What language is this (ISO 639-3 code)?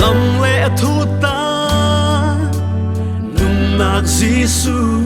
cfm